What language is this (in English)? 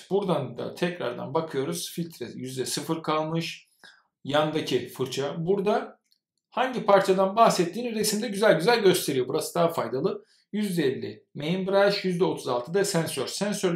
Turkish